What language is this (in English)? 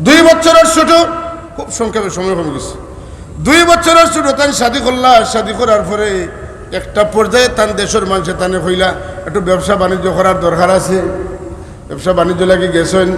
Sylheti